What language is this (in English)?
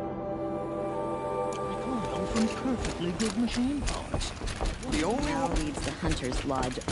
English